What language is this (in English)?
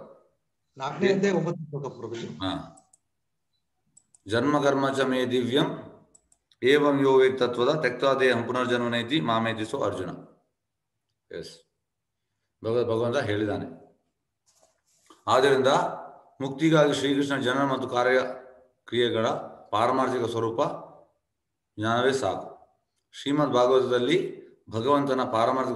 Kannada